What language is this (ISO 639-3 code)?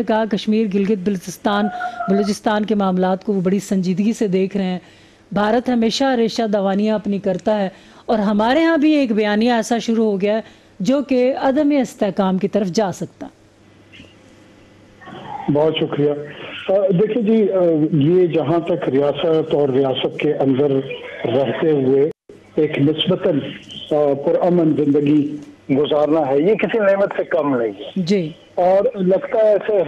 urd